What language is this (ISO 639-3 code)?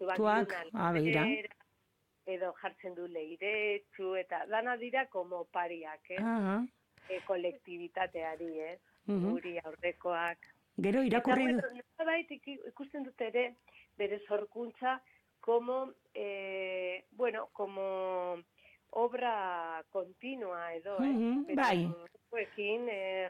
eus